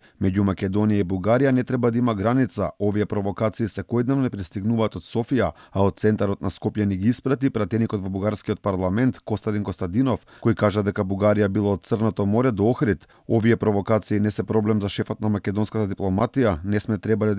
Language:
Macedonian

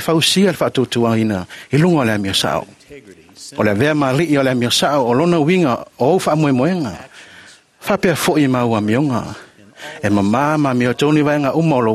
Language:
Samoan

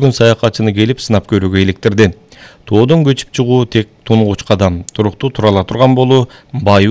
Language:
Kyrgyz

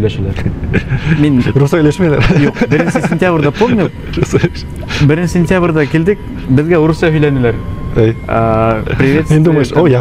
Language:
Bashkir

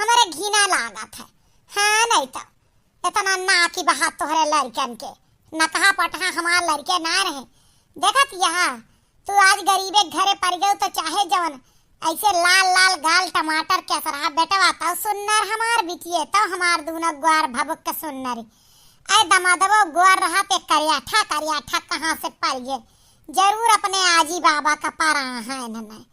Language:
Awadhi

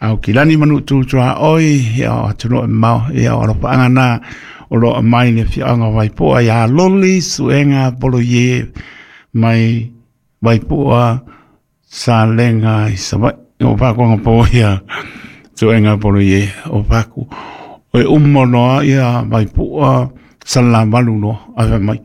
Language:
Samoan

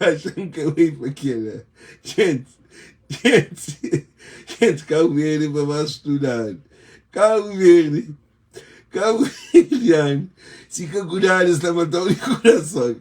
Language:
Kabuverdianu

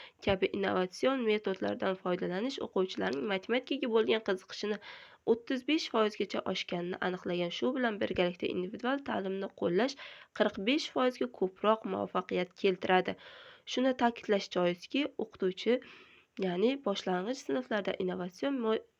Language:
Uzbek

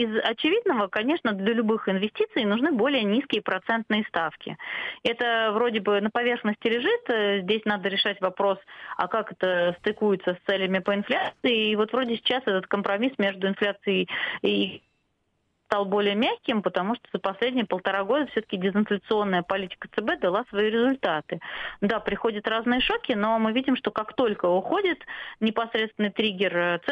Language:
Russian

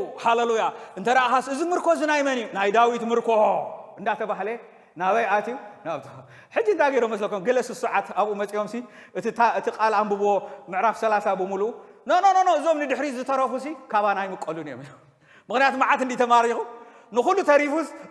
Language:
Tigrinya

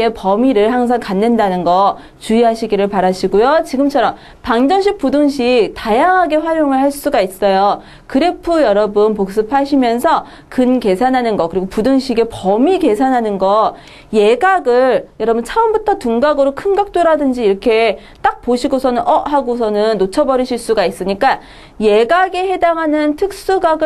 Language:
Korean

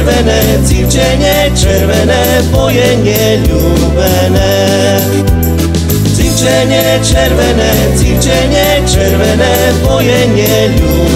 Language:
Slovak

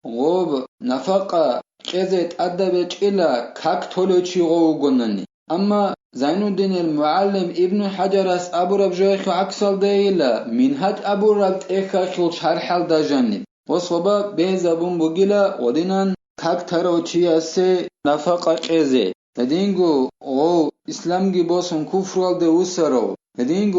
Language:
Avaric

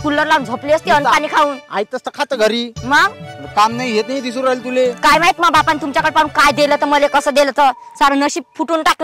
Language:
Marathi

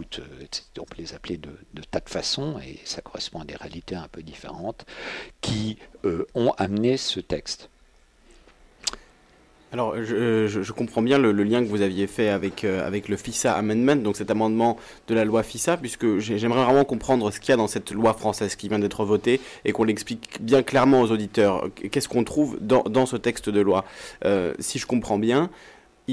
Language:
French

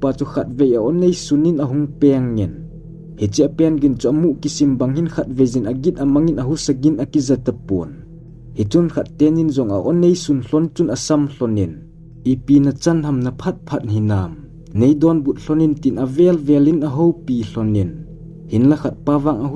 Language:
Thado Chin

